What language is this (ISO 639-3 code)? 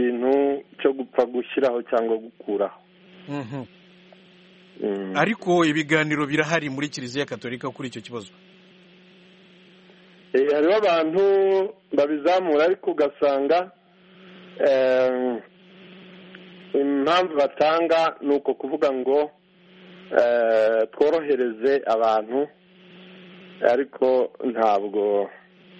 kin